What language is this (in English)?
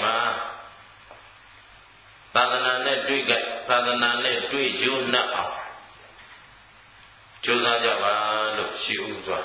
Burmese